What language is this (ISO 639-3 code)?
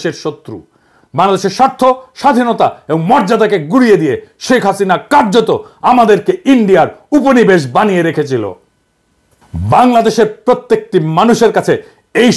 ben